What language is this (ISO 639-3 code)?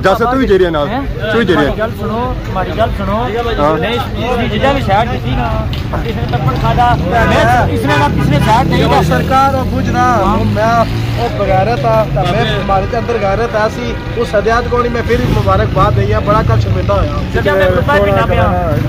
phr